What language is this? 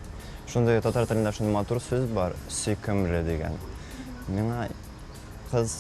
Tatar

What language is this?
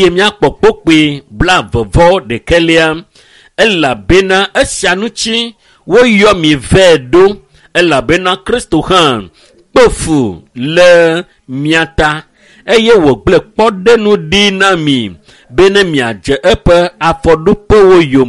Ewe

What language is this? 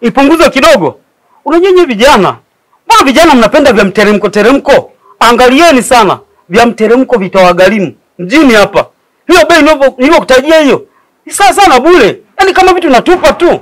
Swahili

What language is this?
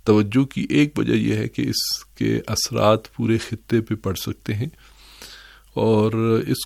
Urdu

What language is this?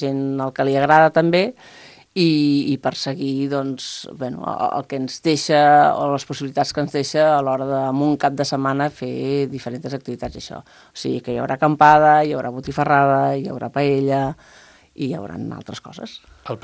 Catalan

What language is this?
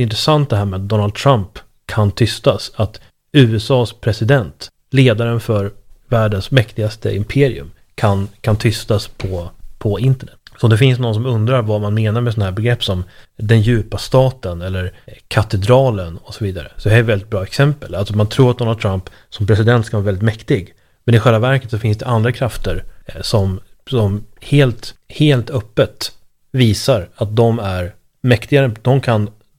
Swedish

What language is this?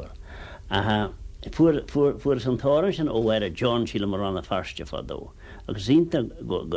Irish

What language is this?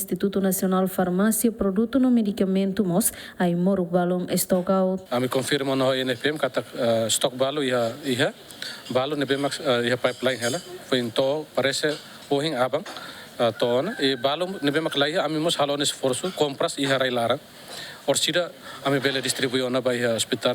Tetum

